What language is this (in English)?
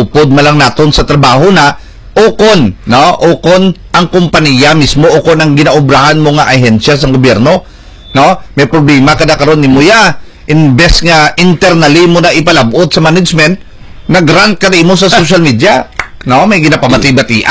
Hiligaynon